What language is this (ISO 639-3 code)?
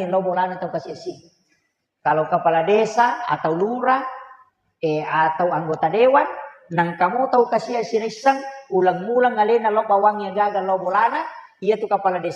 bug